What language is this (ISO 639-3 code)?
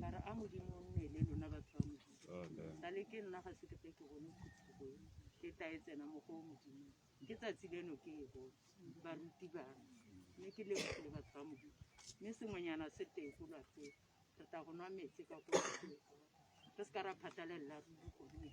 tsn